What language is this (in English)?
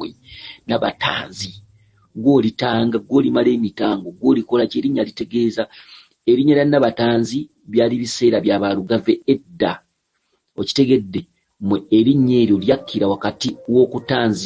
Ganda